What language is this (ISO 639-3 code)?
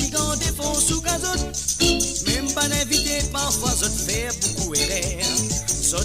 mfe